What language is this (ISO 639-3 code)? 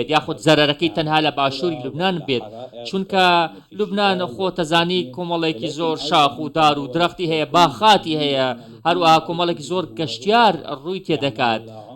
ckb